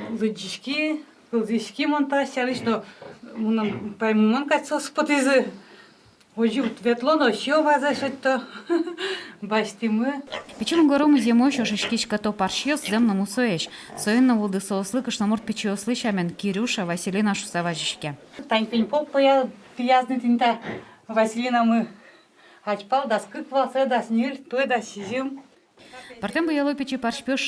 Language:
Udmurt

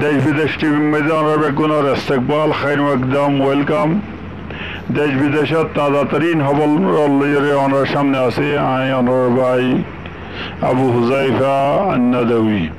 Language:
Rohingya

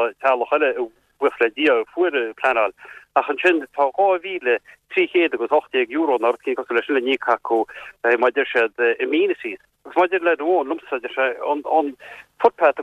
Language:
Irish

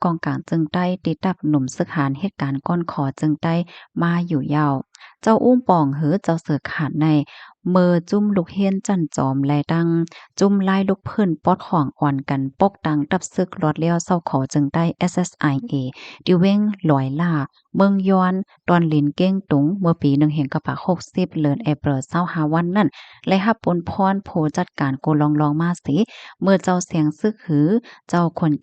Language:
Shan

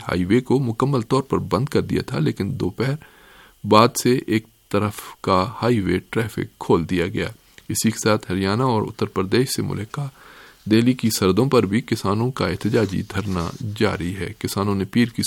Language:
Urdu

